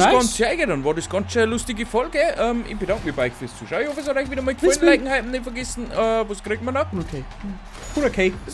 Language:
Bavarian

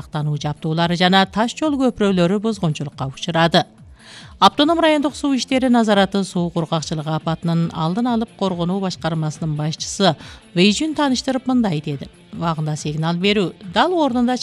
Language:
Kyrgyz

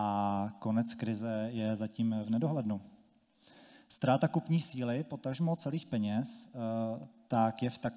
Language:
Czech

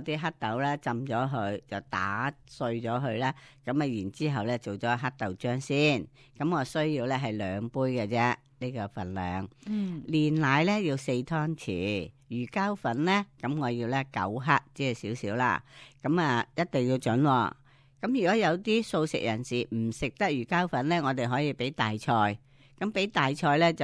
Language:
Cantonese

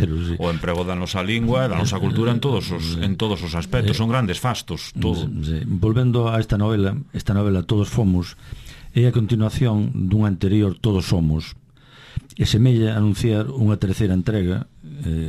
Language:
Galician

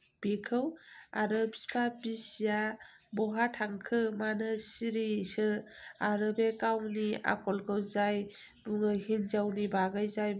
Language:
Bodo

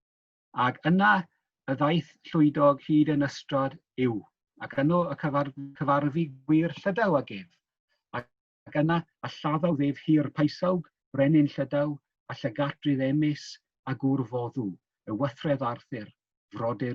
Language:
Welsh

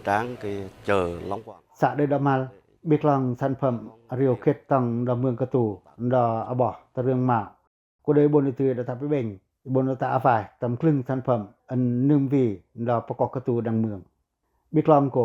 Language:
Pacoh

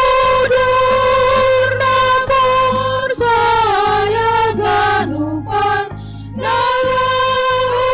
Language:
Batak Simalungun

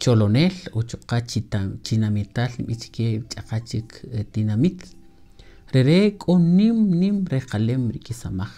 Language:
Kaqchikel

